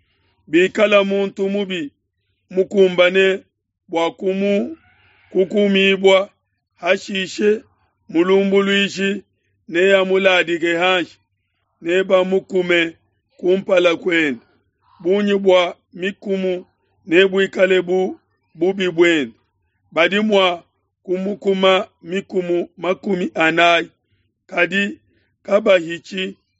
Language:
Luba-Lulua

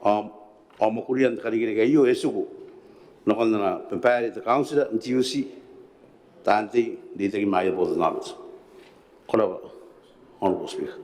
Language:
Gilbertese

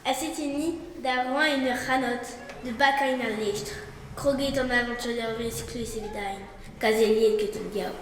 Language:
Breton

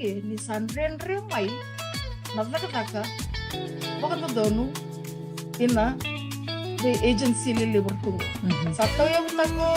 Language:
Fijian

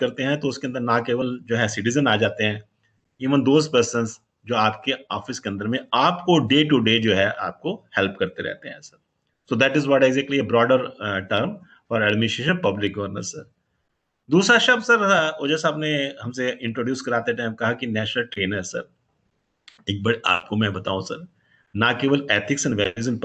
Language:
Hindi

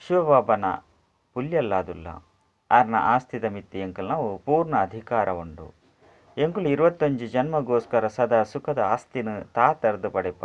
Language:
Tulu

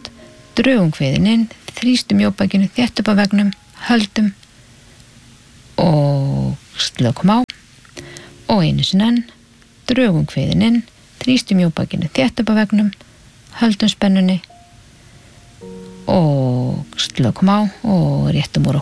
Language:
Icelandic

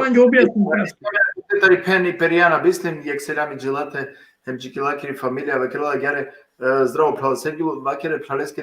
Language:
Balkan Romani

